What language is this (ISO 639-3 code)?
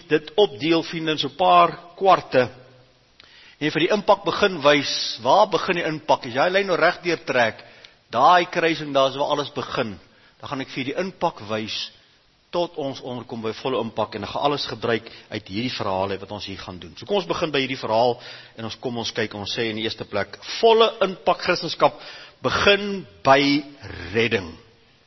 afr